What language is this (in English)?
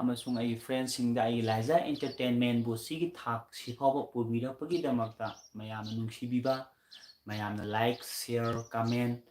Manipuri